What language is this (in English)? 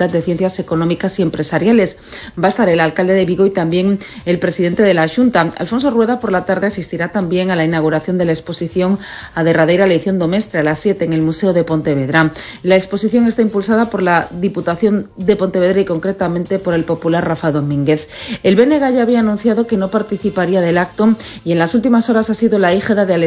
Spanish